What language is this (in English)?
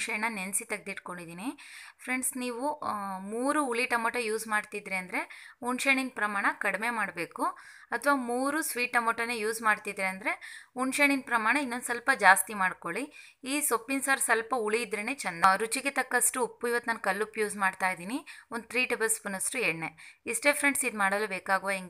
Kannada